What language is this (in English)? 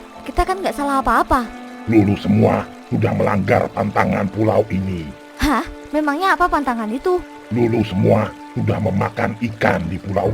Betawi